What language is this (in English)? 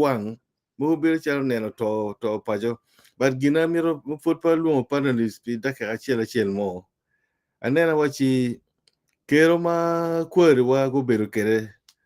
Acoli